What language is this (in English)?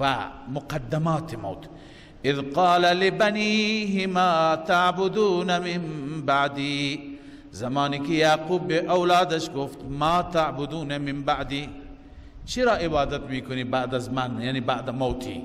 Persian